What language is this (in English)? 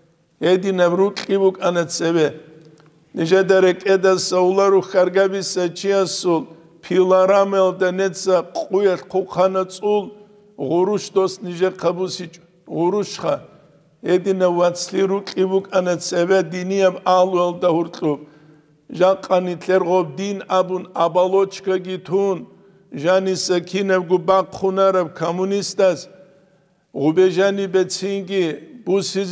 Avaric